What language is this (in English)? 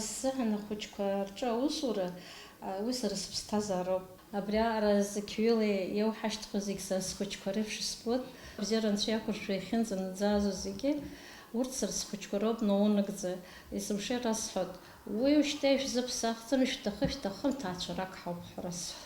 Abkhazian